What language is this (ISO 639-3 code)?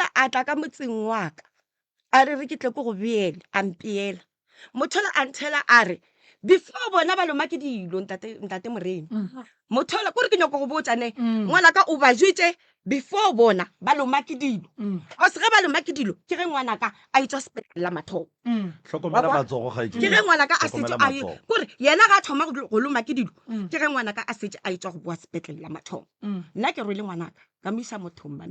nso